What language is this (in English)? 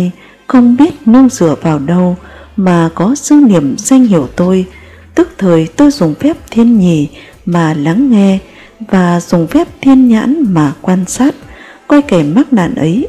Vietnamese